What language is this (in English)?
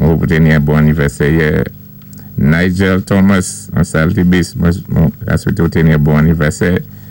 Saint Lucian Creole French